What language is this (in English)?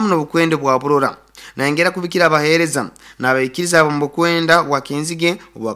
Nyoro